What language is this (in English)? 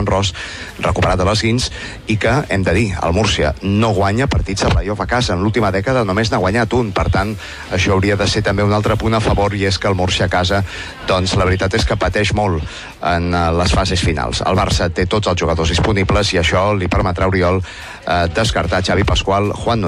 Catalan